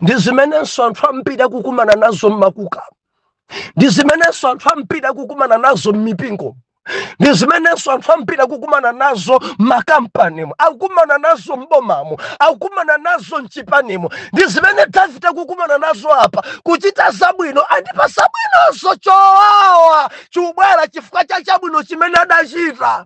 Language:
Nyanja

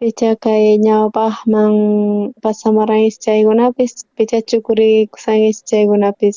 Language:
South Bolivian Quechua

